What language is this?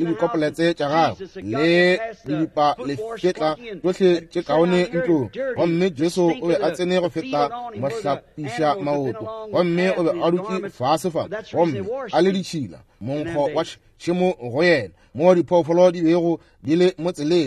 Northern Sotho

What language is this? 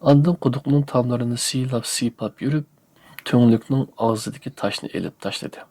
Uyghur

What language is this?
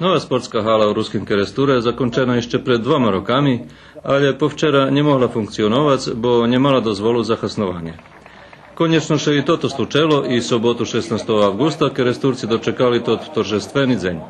Rusyn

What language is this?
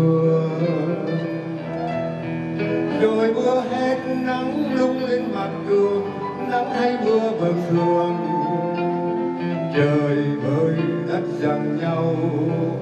Vietnamese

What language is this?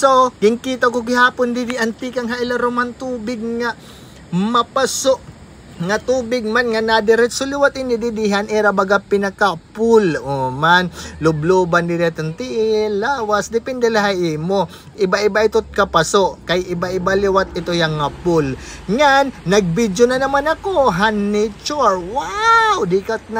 Waray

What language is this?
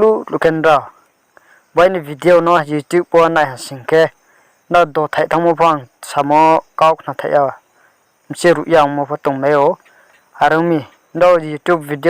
Riang (India)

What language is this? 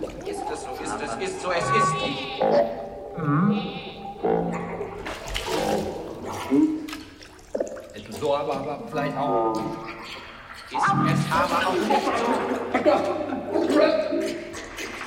German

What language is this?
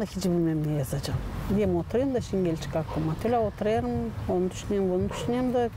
Gagauz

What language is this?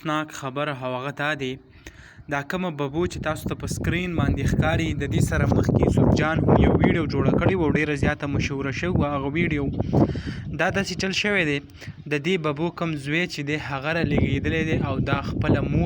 Pashto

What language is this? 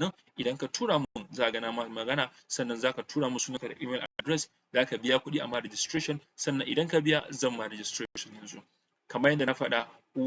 Hausa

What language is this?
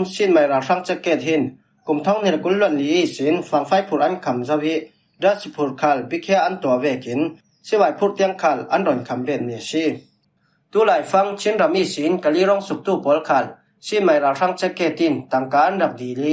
Falam Chin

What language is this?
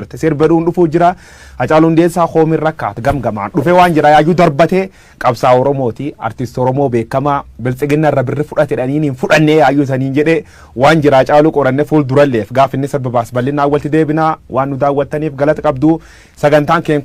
Oromo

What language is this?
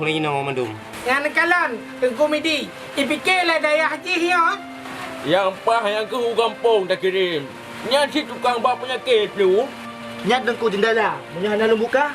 Achinese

